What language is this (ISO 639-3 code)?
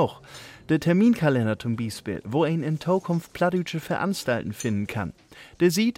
deu